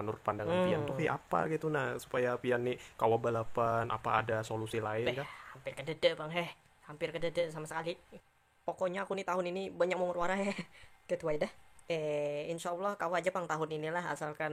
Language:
Banjar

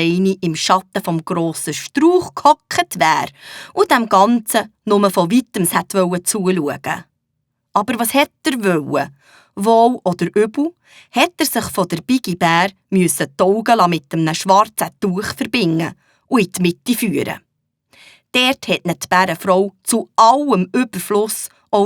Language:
Swiss German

